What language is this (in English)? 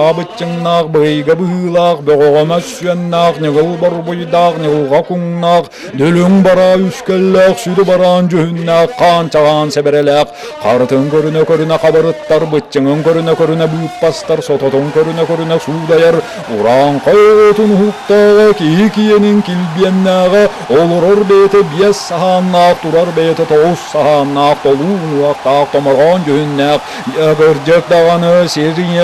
Yakut